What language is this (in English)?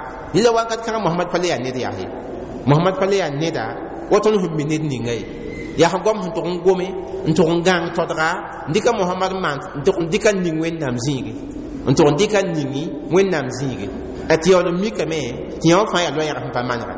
Mossi